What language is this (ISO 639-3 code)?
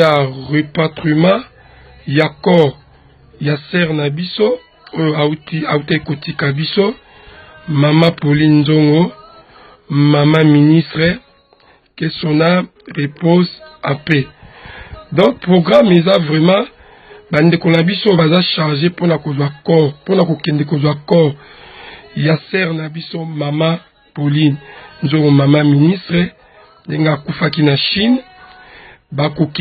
lin